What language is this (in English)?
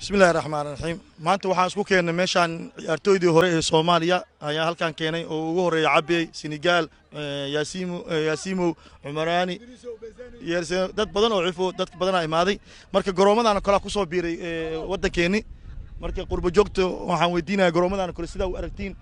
Somali